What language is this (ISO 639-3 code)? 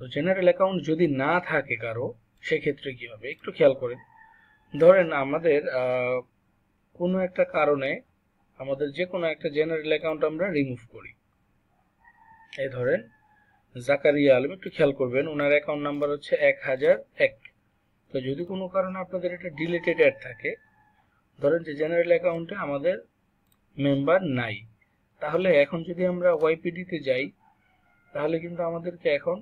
ben